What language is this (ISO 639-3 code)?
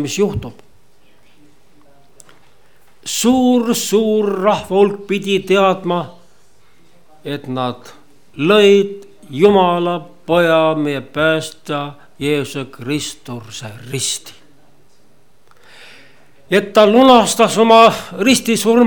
est